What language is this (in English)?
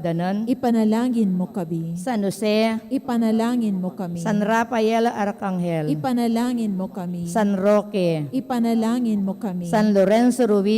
Pampanga